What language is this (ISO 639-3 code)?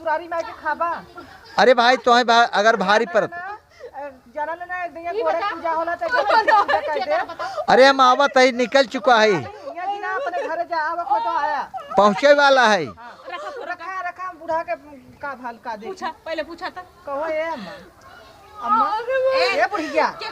awa